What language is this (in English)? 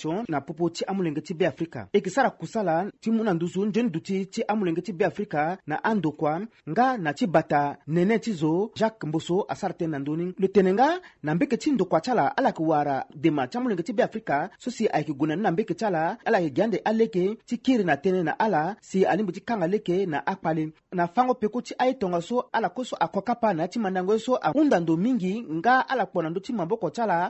Sango